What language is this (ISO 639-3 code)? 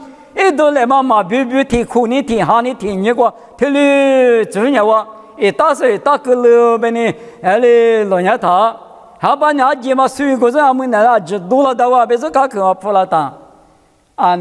lis